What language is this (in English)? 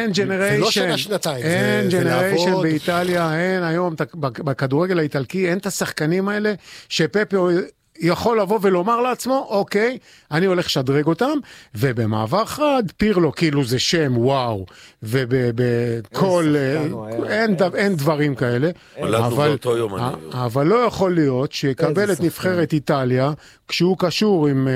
Hebrew